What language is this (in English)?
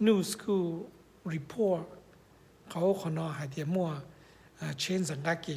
Hmong